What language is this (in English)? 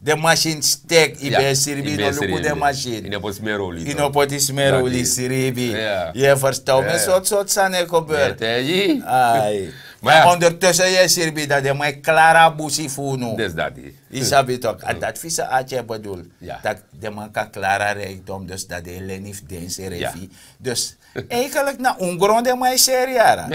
Sranan Tongo